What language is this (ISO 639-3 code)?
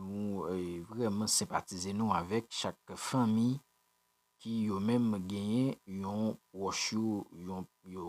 hat